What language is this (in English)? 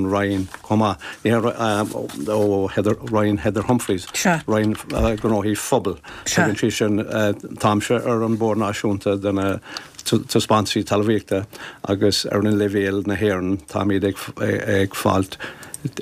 Irish